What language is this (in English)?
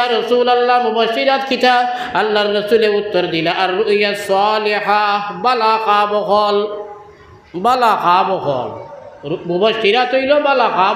Sylheti